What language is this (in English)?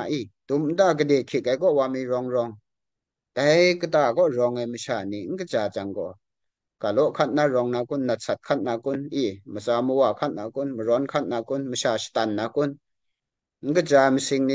Kachin